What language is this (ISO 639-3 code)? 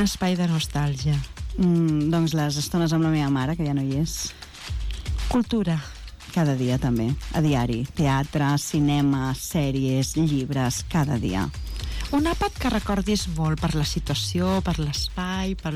cat